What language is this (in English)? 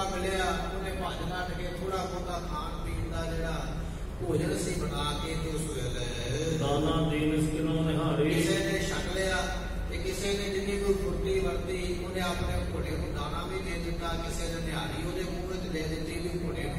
Punjabi